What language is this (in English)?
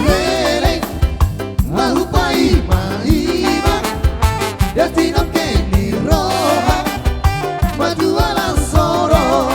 Batak Toba